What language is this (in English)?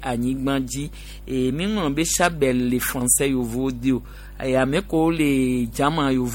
Gen